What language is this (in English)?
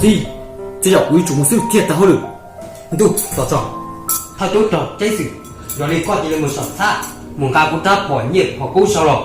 Hmong